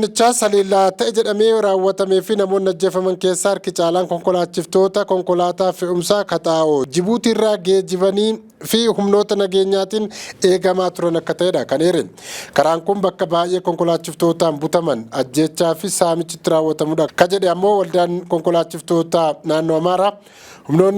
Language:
Oromo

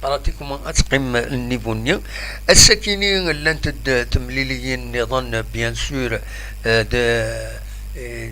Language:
Kabyle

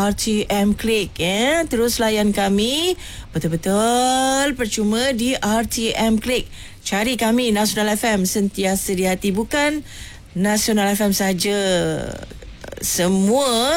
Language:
Malay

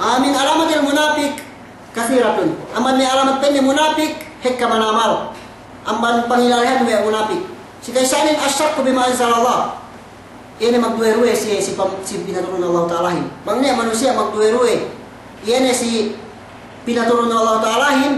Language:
Yakan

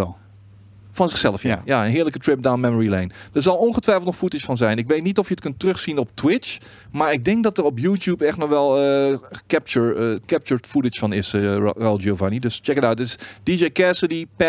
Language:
Dutch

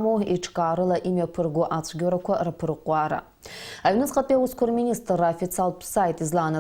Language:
Abkhazian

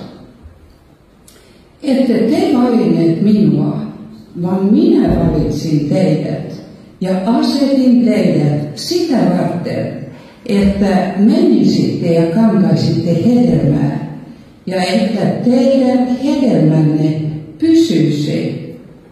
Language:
Finnish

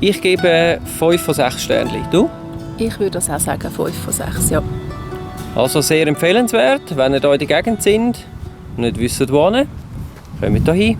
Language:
Swiss German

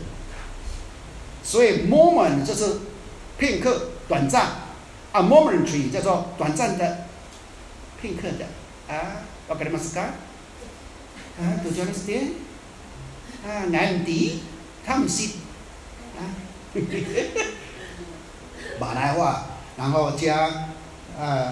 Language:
Chinese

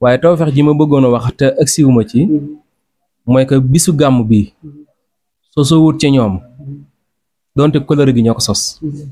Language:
Wolof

